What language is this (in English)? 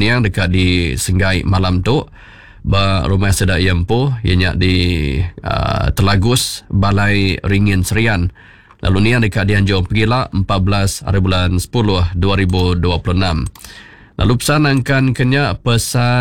Iban